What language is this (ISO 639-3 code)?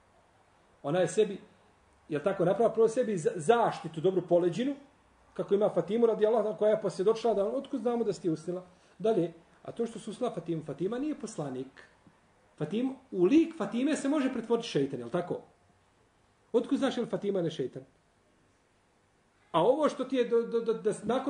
bos